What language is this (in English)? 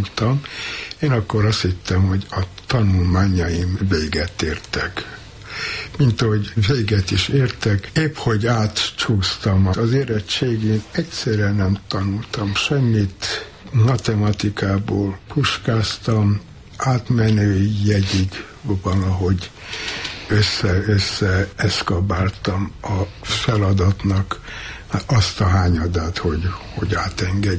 Hungarian